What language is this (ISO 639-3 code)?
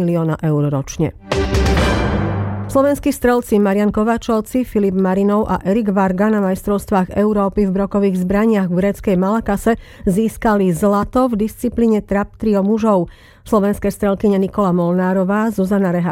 slk